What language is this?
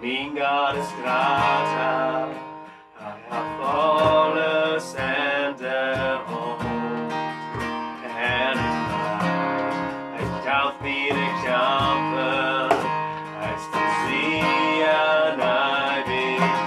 Plautdietsch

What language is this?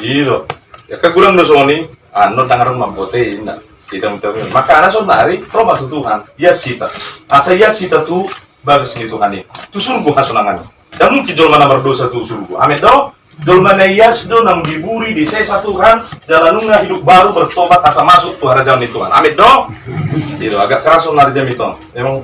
Batak Toba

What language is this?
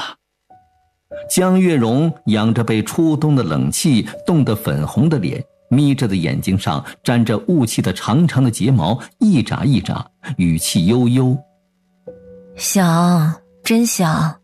Chinese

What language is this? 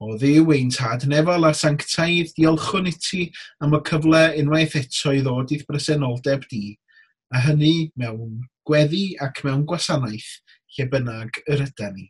Welsh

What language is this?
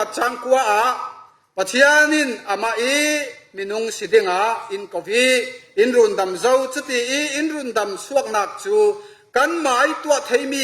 Falam Chin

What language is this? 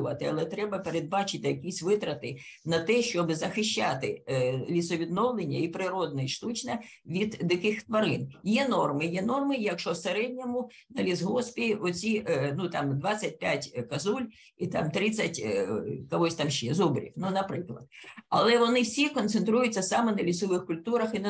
Ukrainian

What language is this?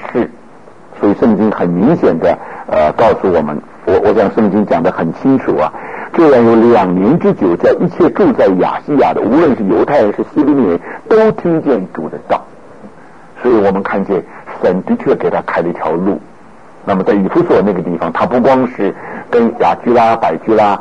Chinese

